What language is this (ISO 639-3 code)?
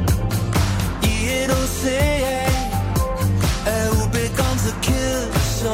dan